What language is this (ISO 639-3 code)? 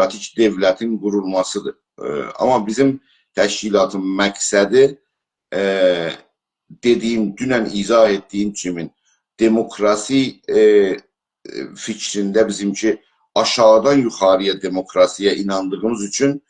azb